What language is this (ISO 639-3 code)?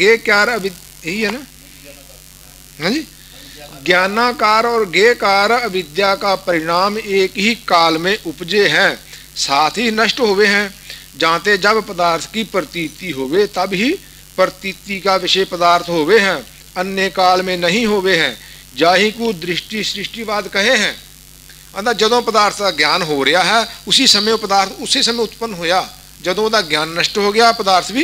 pan